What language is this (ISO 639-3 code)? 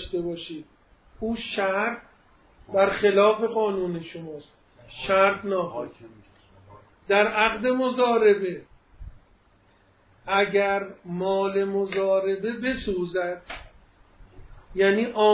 fas